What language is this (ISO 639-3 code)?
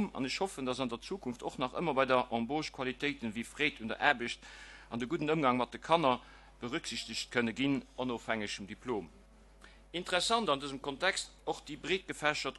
ltz